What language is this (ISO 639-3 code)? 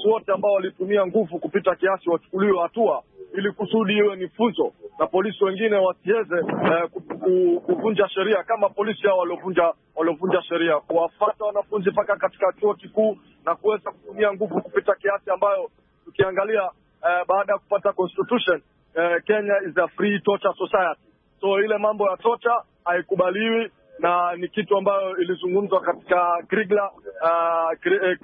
swa